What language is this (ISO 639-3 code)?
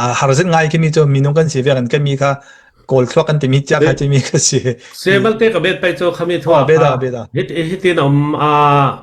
cfm